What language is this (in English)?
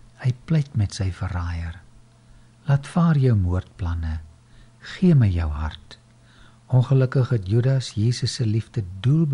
Afrikaans